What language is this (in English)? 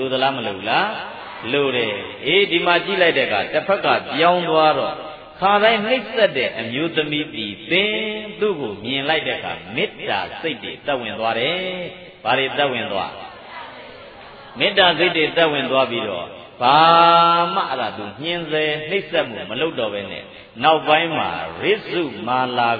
Burmese